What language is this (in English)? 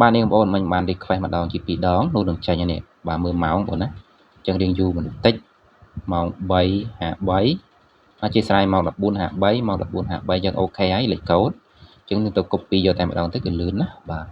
Khmer